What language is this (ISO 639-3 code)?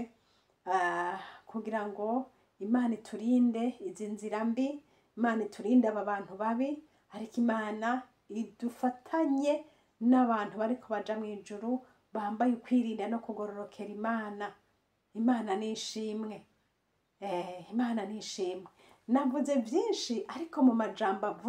run